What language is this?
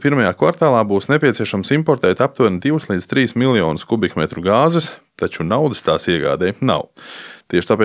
Latvian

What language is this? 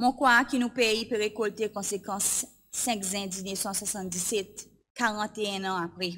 Seselwa Creole French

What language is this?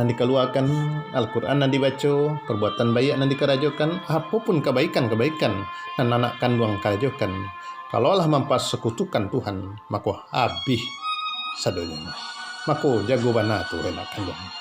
Minangkabau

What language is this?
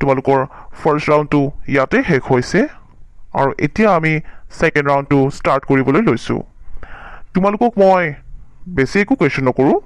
Assamese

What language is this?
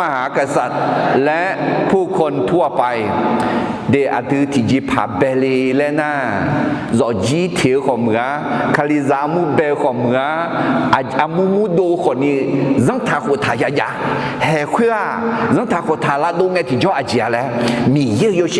Akha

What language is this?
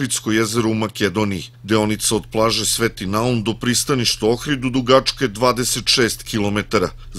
Serbian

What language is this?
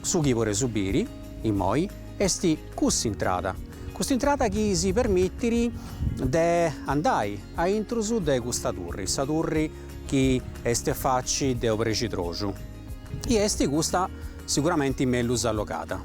Sardinian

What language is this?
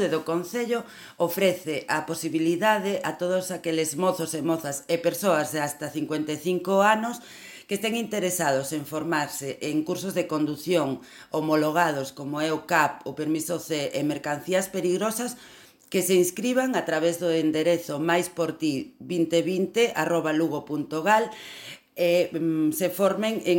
Galician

